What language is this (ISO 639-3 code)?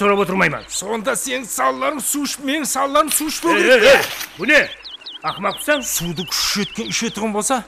kaa